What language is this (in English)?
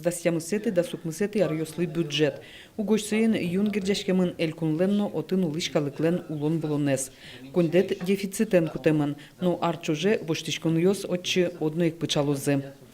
Udmurt